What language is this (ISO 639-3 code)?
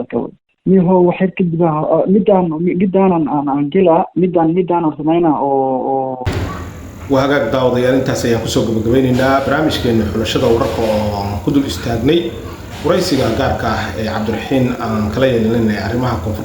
som